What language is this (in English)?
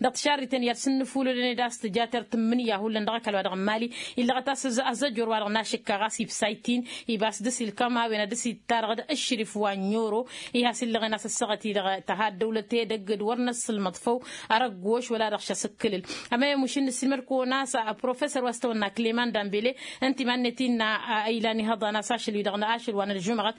Tamasheq